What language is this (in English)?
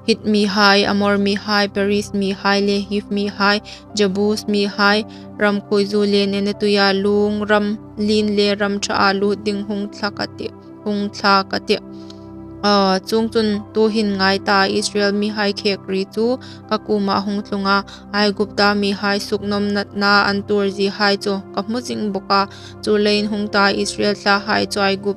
Hmar